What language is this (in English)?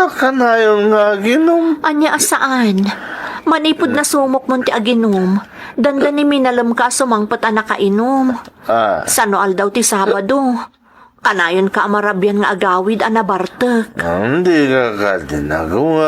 Iloko